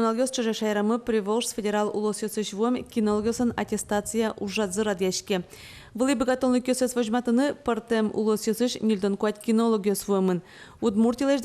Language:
Udmurt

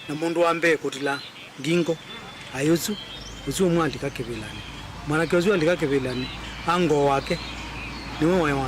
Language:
Kamba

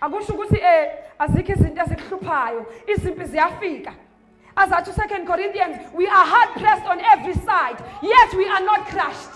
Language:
Zulu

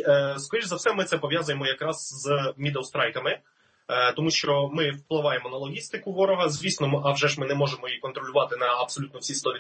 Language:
Ukrainian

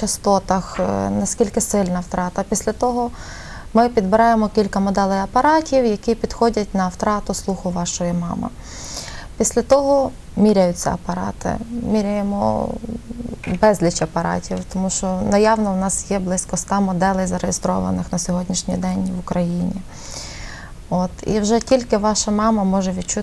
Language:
Ukrainian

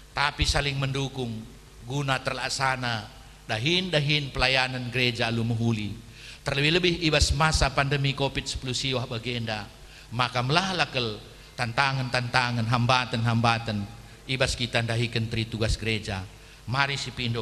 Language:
Batak Karo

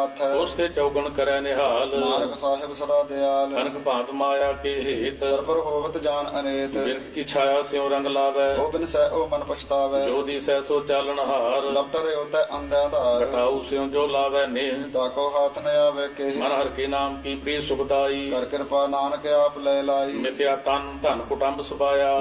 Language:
Punjabi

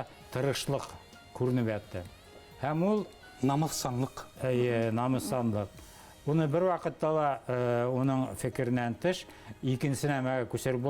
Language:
Bashkir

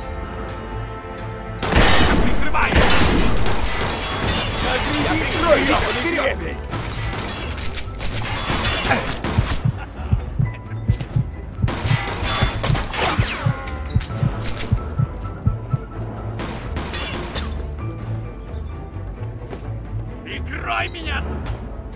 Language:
Russian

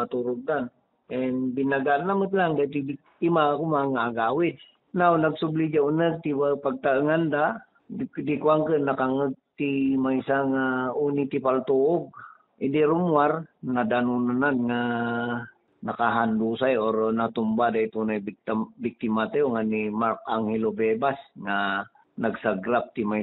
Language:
Iloko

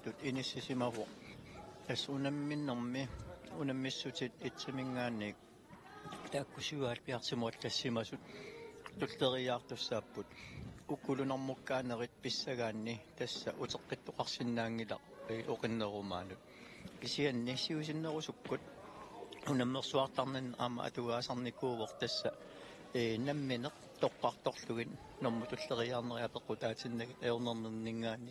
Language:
Kalaallisut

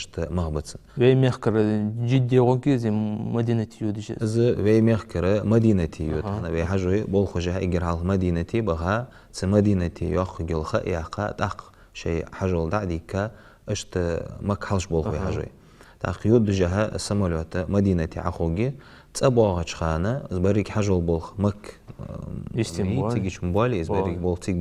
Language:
Ingush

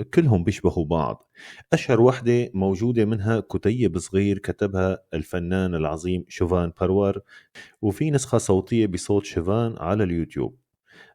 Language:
North Levantine Arabic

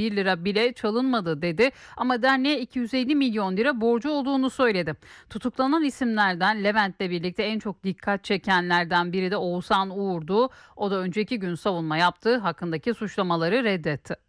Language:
Turkish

